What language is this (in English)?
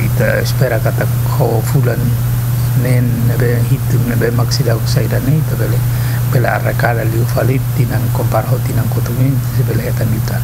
Tetum